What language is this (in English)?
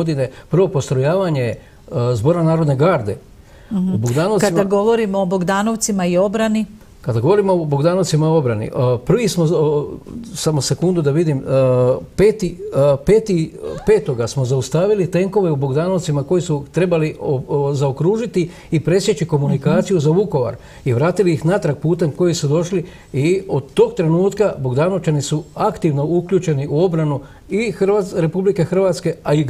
Croatian